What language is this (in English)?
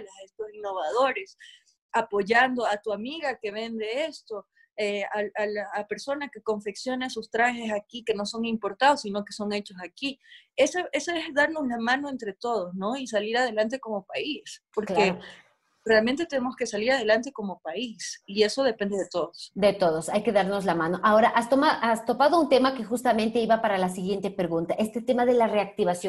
Spanish